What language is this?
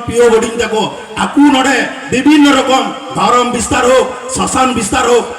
Santali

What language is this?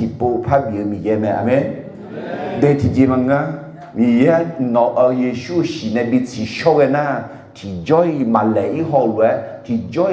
Akha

